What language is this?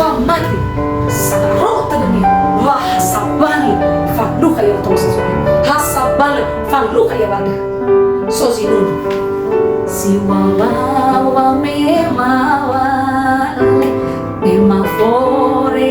Nias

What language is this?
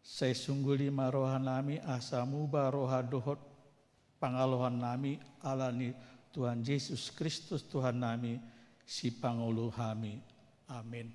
Batak Toba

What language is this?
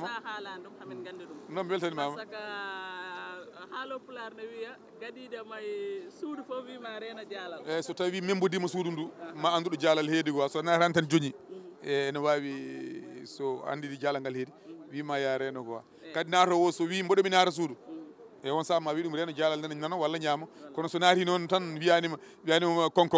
Fula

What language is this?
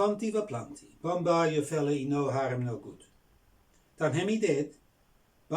Bislama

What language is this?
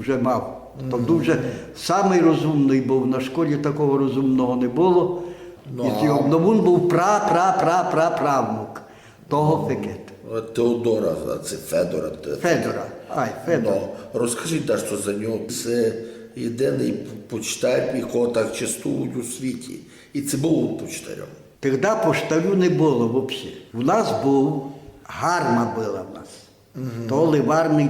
Rusyn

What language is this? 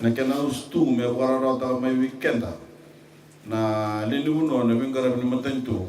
Fijian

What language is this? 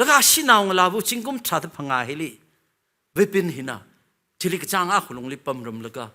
Tangkhul Naga (India)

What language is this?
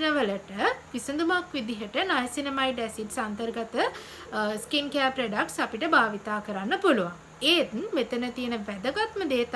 Sinhala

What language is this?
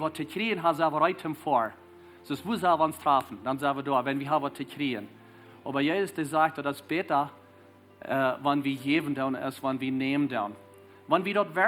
Plautdietsch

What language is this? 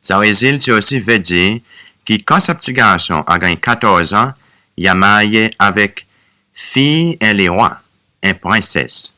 Seselwa Creole French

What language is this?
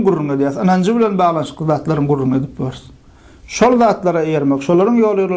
Turkmen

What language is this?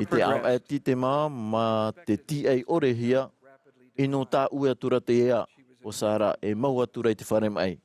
Tahitian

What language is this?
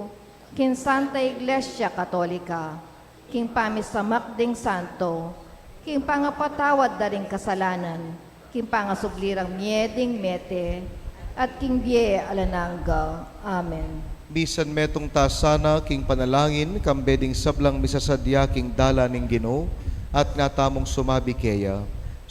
Pampanga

